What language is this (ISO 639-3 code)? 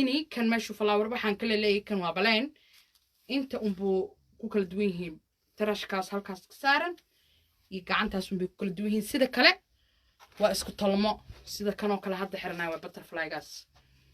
som